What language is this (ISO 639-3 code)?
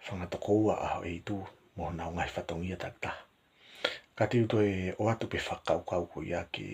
ton